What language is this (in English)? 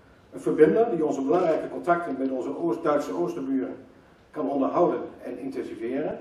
Dutch